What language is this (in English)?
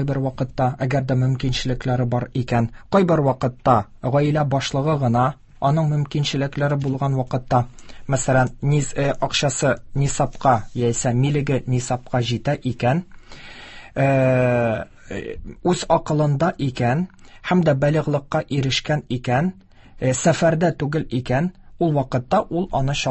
Tatar